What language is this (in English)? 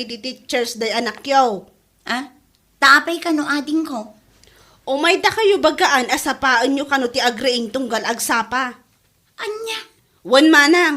Iloko